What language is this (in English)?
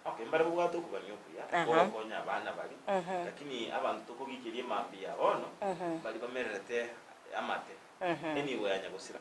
Gusii